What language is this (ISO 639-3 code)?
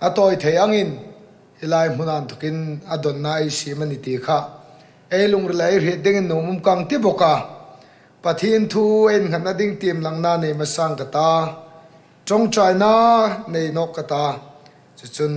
hmr